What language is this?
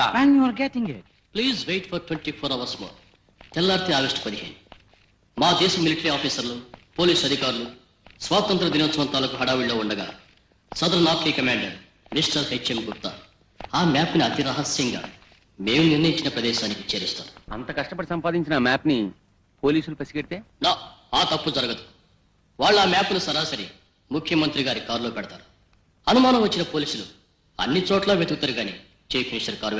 Telugu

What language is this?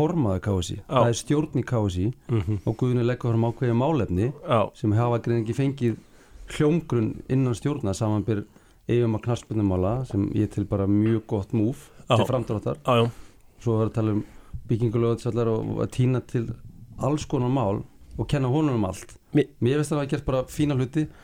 Icelandic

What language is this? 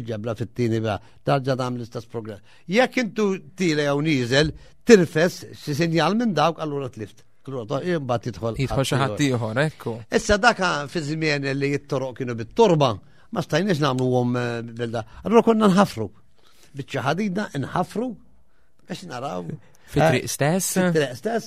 Maltese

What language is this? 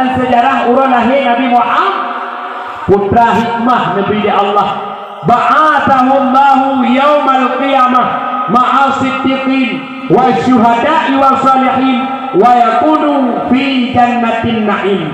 Achinese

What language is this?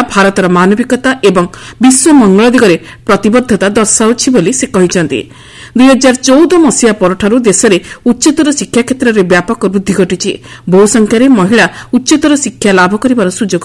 Odia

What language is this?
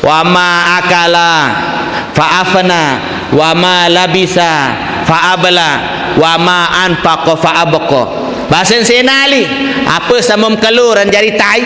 Sasak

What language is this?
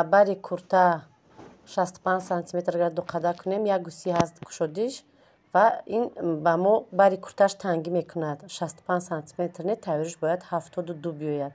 Tajik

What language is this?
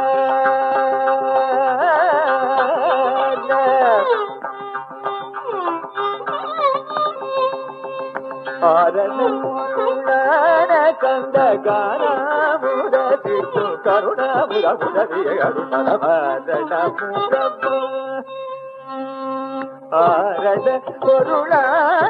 Tamil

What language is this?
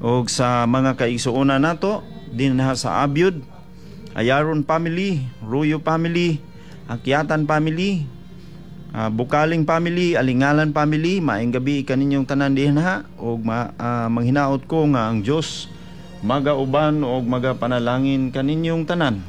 Cebuano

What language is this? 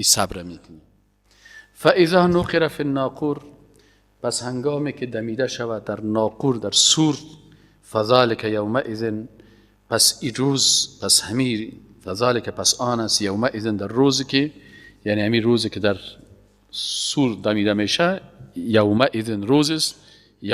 Persian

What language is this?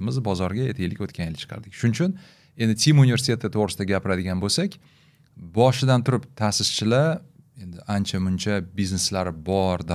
Uzbek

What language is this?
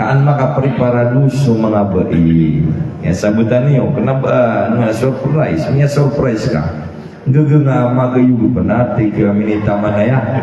Maranao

